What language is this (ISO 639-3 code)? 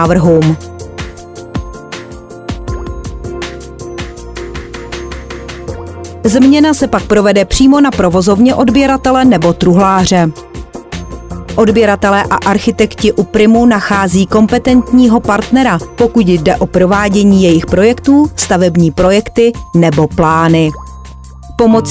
ces